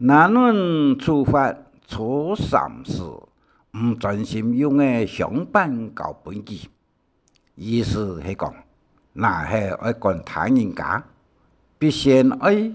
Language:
Hakka Chinese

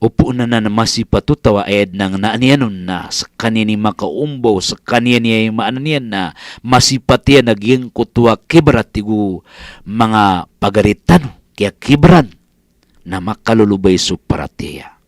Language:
Maranao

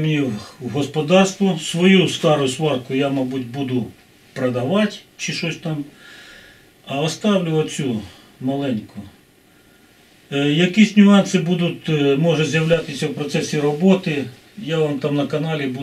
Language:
Ukrainian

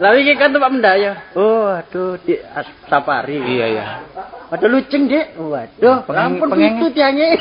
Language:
Javanese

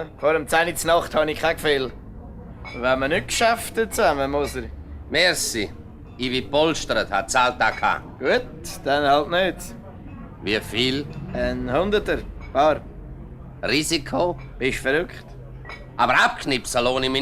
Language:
Swiss German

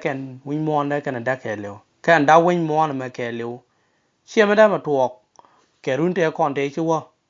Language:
Nuer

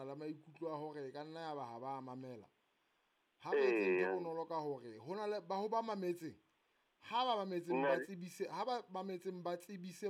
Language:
Southern Sotho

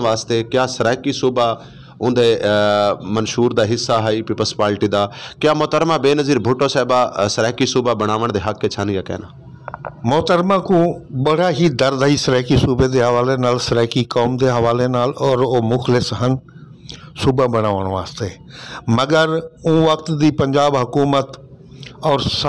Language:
Saraiki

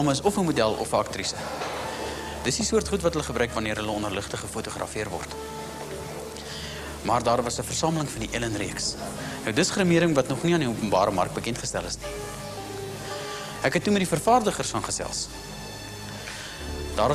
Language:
Afrikaans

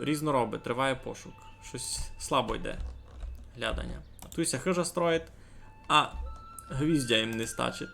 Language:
Rusyn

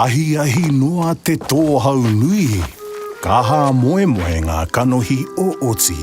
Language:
Māori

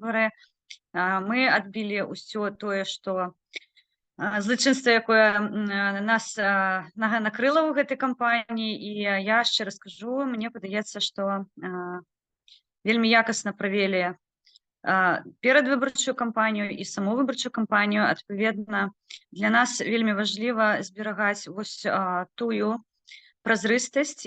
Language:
Belarusian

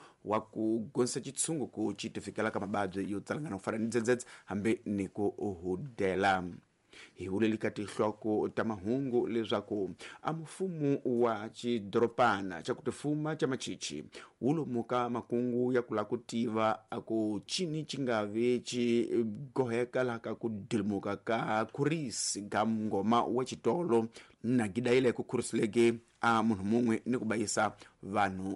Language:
Tsonga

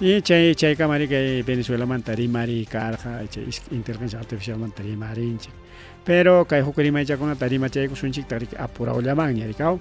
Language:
Ayacucho Quechua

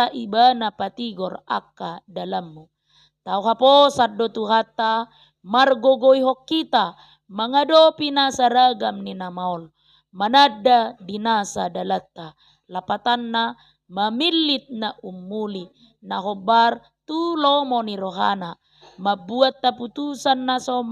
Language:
Batak Toba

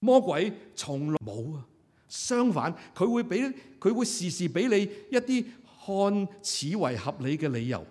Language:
Cantonese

